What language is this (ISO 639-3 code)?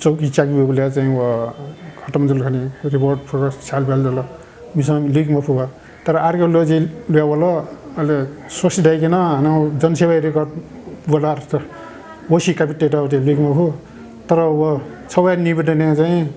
new